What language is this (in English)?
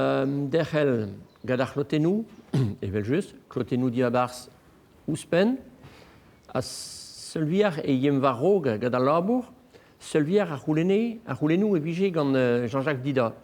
Breton